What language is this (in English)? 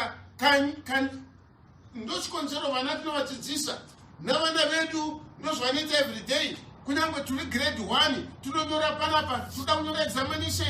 Shona